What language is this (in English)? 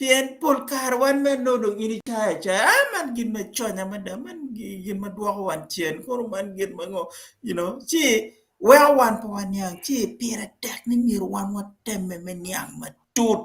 Acoli